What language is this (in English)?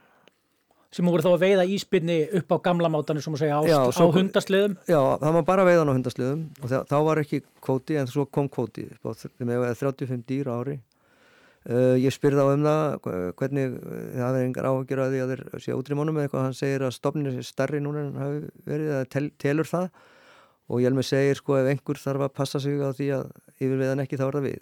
Icelandic